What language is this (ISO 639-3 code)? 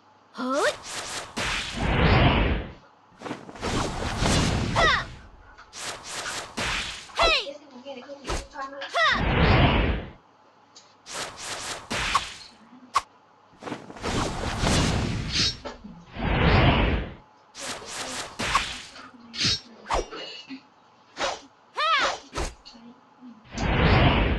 vie